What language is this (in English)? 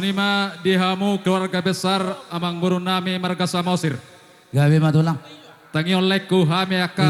Batak Toba